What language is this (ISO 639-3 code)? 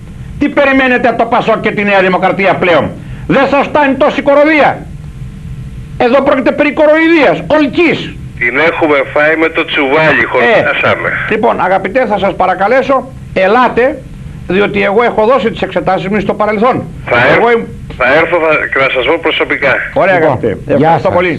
ell